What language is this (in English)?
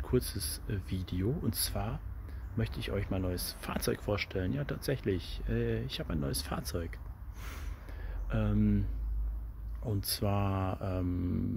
German